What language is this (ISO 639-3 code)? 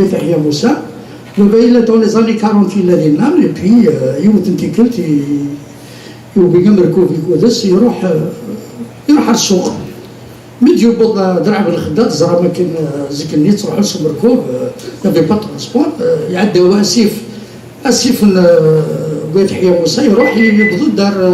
kab